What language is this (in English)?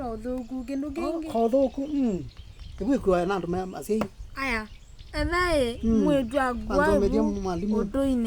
Kamba